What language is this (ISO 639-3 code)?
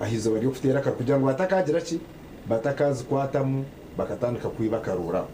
nyn